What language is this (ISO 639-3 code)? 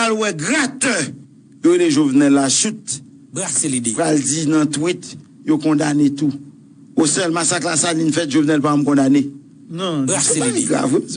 hat